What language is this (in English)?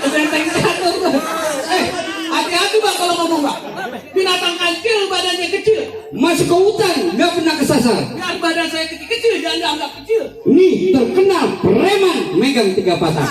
Betawi